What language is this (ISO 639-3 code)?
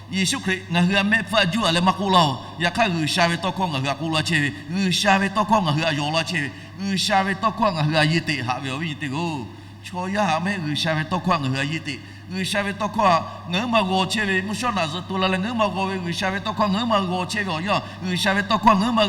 lhu